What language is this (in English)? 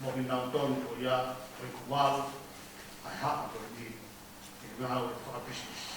Tongan